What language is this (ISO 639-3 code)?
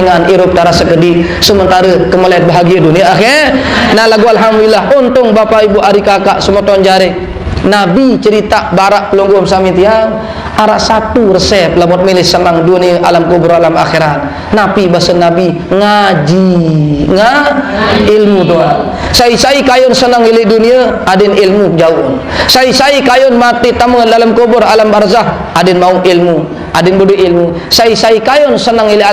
sas